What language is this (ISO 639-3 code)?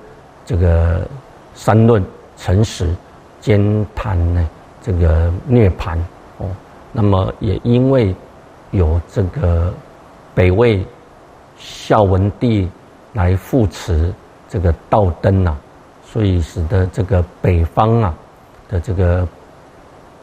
zho